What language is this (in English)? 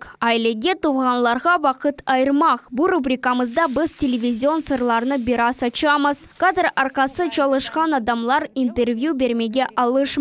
Crimean Tatar